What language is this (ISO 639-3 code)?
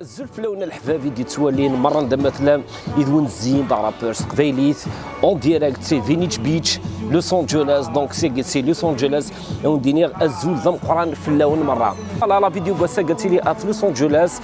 kab